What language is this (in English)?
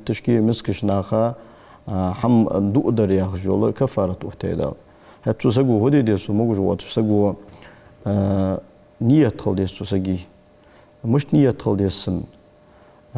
Ingush